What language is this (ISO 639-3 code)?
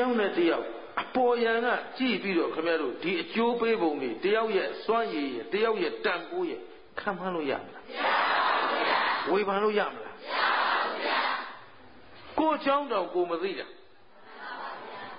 mya